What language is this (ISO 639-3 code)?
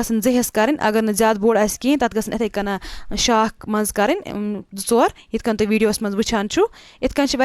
kas